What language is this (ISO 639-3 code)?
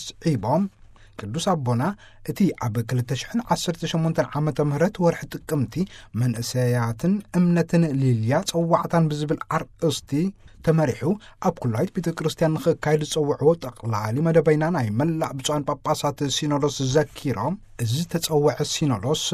tir